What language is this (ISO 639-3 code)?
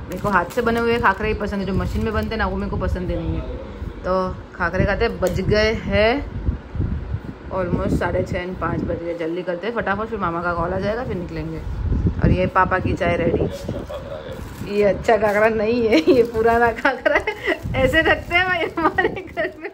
hin